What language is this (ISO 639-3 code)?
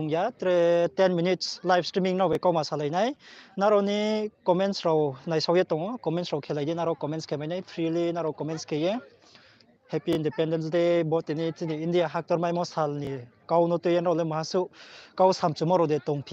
ria